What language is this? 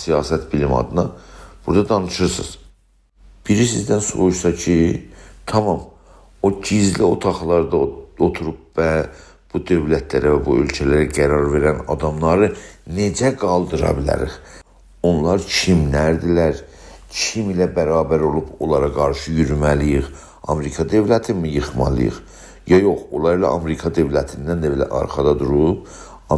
South Azerbaijani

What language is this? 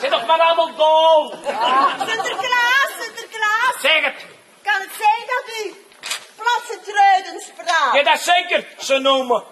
Limburgish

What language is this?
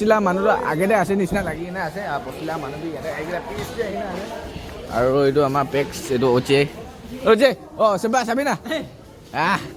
Naga Pidgin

